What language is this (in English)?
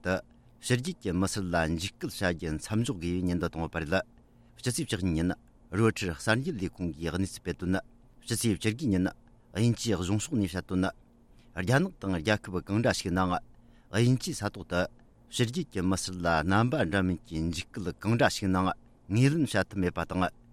Tibetan